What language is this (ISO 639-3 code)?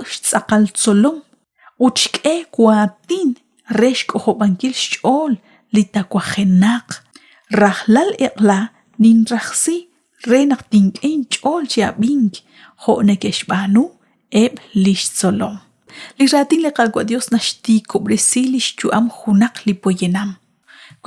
kek